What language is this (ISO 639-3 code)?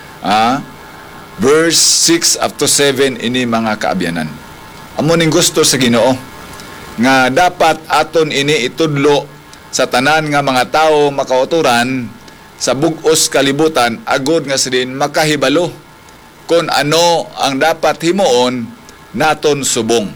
hil